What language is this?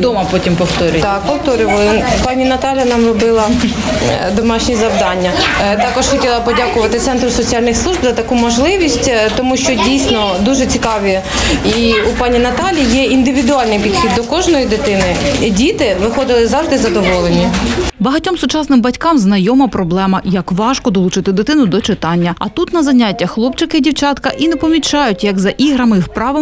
Ukrainian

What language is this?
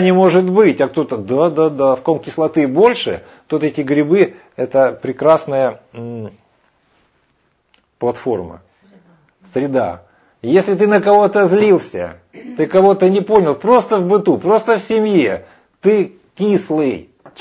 Russian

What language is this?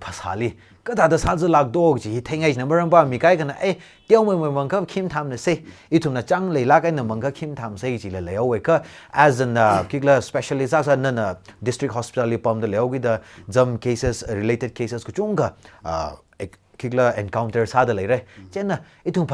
Tangkhul Naga (India)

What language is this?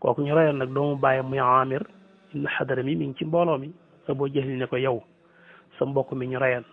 Wolof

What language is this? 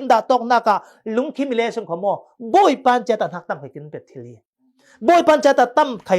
Falam Chin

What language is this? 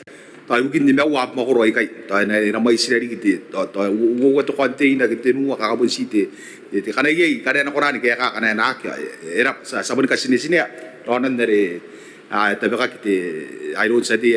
Gilbertese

